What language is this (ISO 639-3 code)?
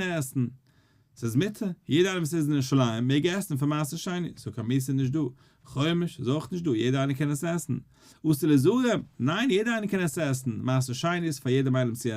yid